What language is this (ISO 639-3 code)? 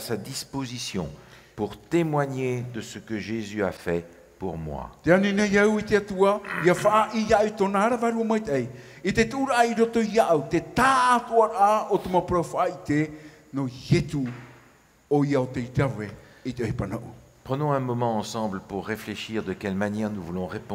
tah